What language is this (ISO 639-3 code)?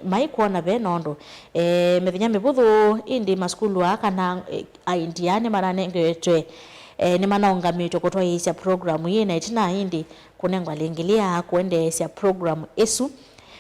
kam